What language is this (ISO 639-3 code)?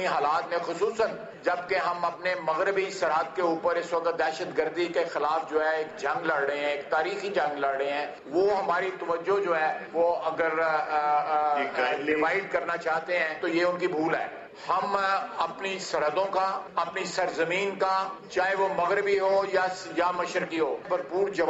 urd